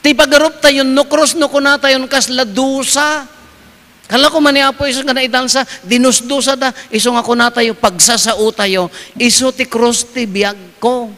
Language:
Iloko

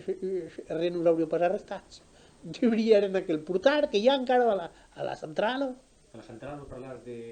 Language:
Occitan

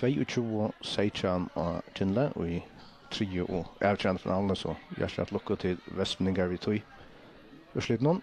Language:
Faroese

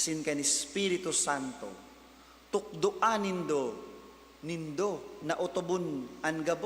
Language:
Bikol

